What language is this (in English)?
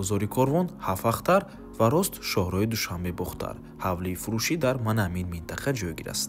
Tajik